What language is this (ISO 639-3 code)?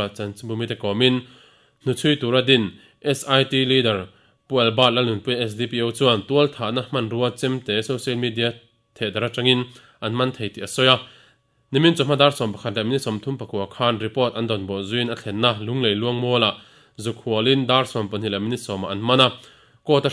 lus